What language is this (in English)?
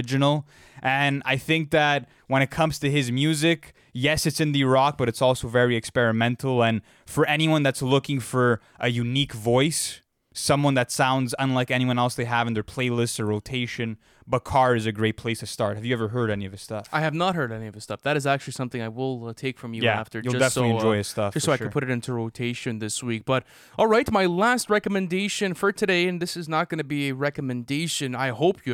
English